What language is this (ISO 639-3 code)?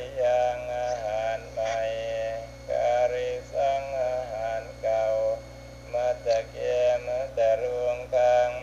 tha